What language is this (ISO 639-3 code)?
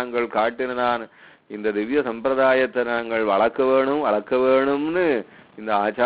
tam